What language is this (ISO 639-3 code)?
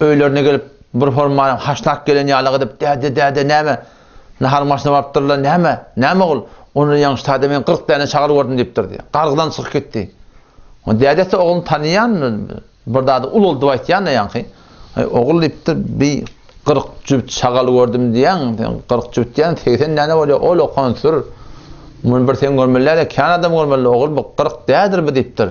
tuk